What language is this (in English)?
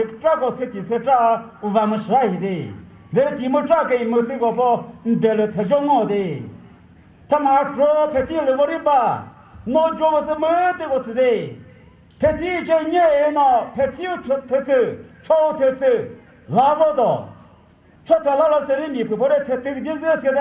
Chokri Naga